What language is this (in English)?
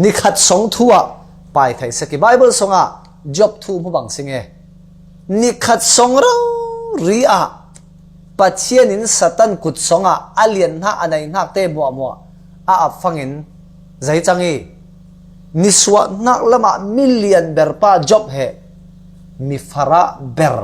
Falam Chin